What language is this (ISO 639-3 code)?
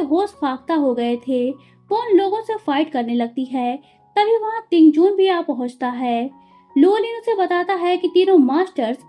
hin